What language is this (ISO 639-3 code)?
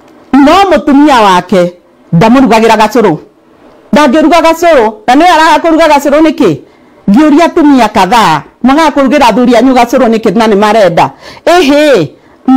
kik